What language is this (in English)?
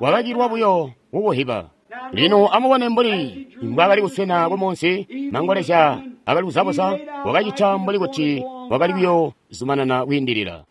Tonga (Zambia)